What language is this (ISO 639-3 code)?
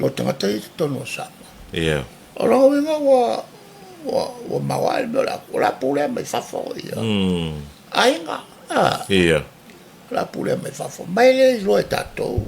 smo